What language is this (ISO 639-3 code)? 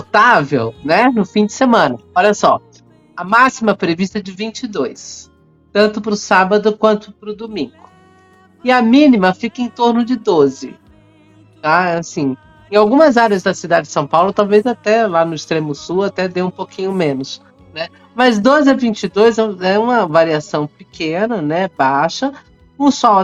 por